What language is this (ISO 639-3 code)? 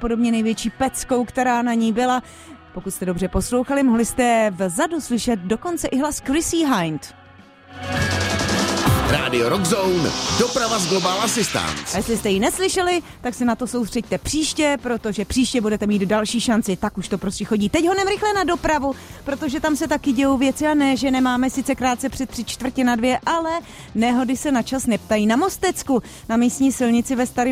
ces